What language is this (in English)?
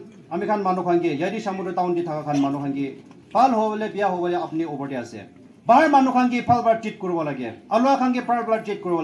Naga Pidgin